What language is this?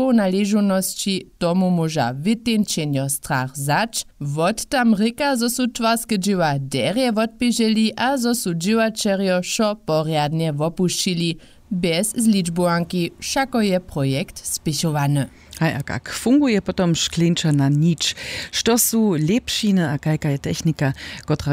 Upper Sorbian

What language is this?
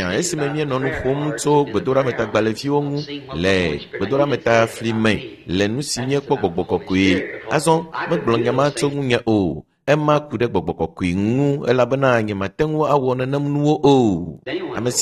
Ewe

